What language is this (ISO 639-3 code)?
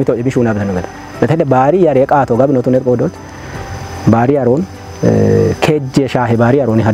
kbr